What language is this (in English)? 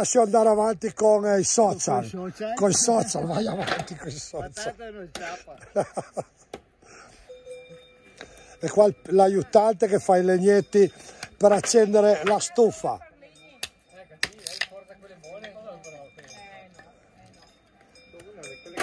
Italian